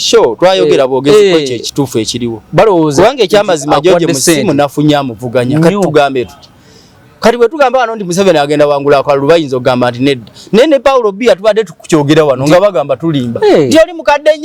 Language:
Ganda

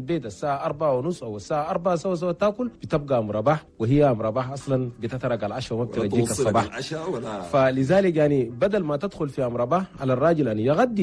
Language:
Chadian Arabic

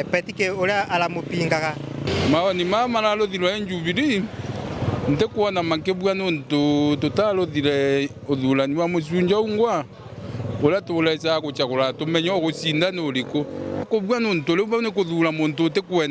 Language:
Meru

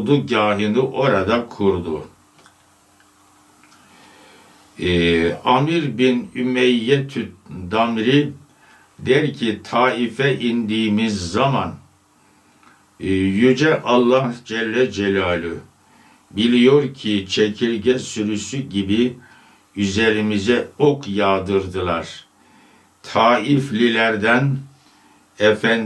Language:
Turkish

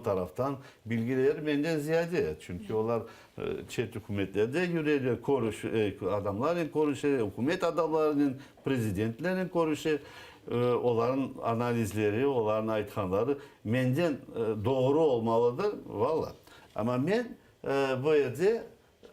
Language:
Crimean Tatar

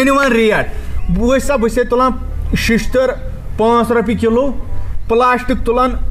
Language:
Kashmiri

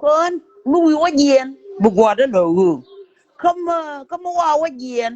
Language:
Nuer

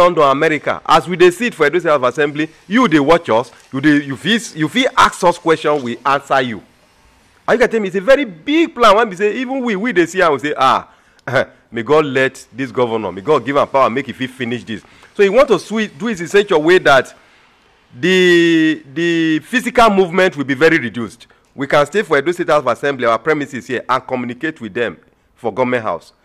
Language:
Nigerian Pidgin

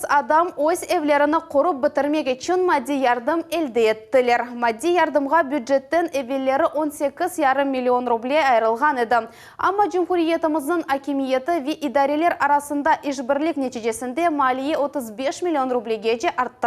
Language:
Crimean Tatar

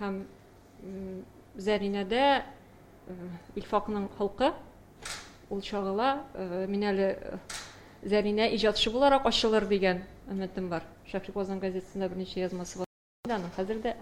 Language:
Tatar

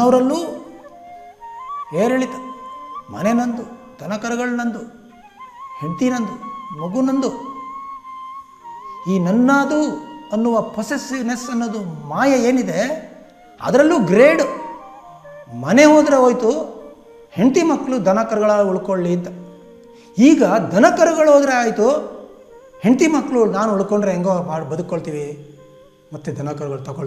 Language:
Kannada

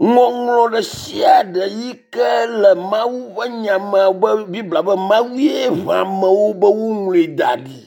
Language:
Ewe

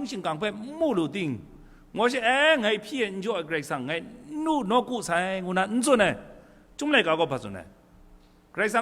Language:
Kachin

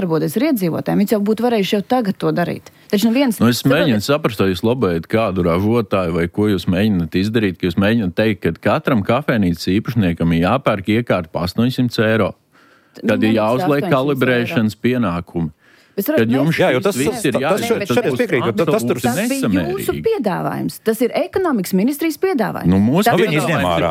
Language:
Latvian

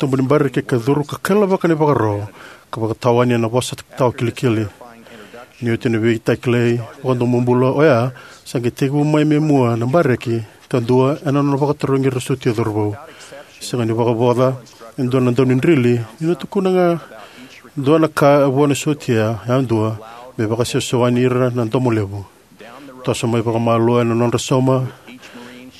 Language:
Fijian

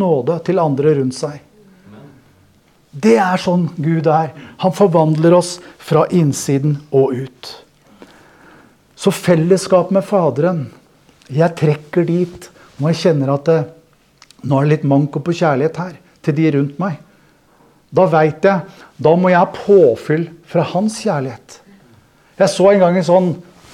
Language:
Norwegian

